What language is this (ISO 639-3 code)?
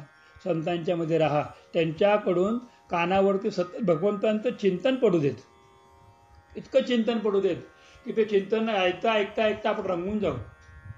mar